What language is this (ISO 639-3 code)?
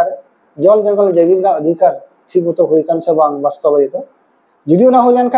sat